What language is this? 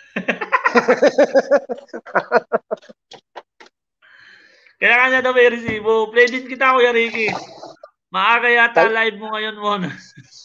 Filipino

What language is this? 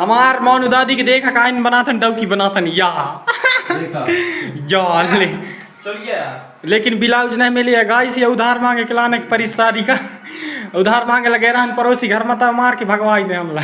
Chhattisgarhi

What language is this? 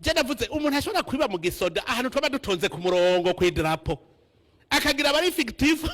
Rundi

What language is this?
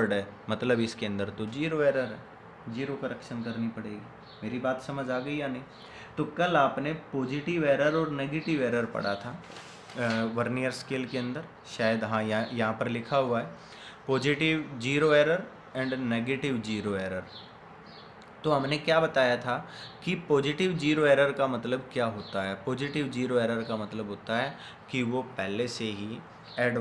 Hindi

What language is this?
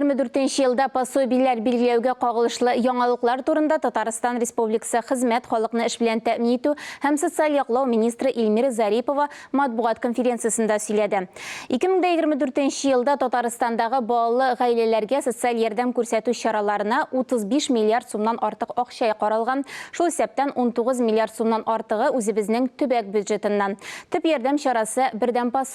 Tatar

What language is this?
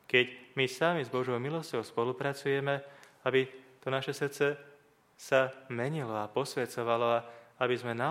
Slovak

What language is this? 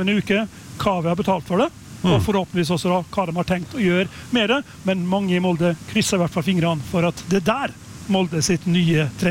Norwegian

